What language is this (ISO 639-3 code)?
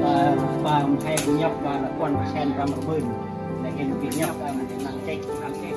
cmo